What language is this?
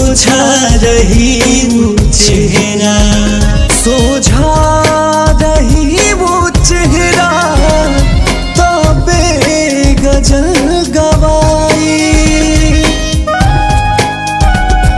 Bhojpuri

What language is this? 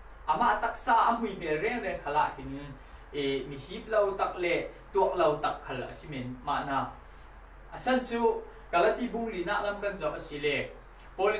Falam Chin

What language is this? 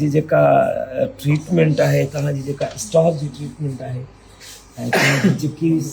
Sindhi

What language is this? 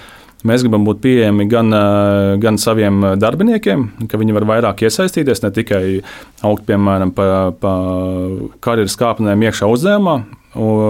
Latvian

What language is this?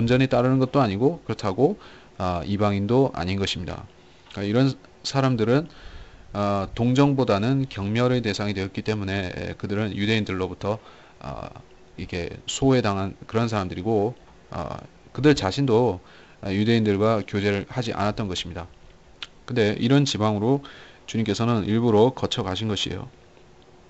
Korean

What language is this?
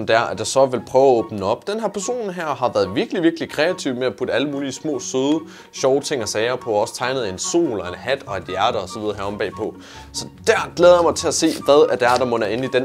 Danish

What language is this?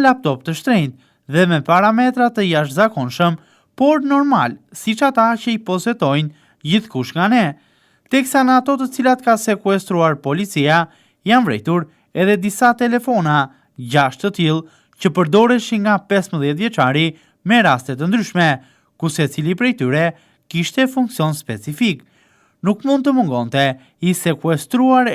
Albanian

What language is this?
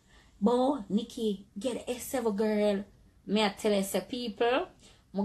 Jamaican Creole English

